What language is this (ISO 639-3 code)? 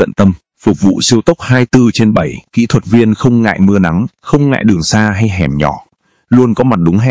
vie